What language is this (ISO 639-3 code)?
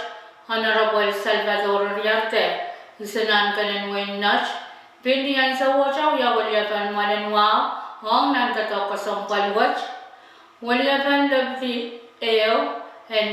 pon